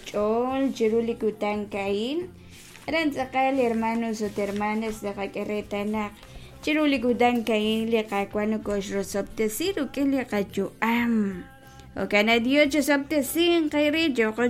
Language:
Kekchí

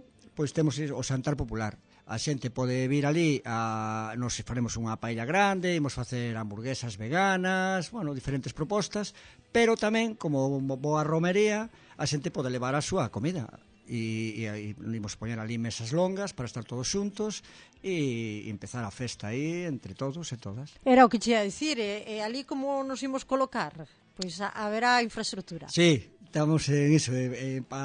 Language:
Galician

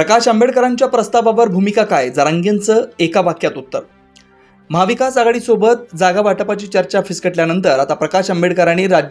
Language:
Marathi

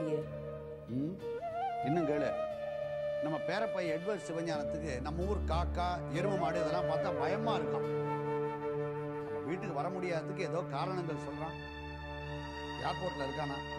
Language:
Tamil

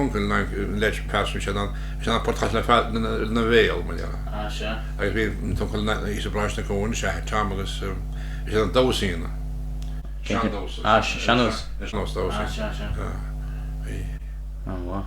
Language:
Irish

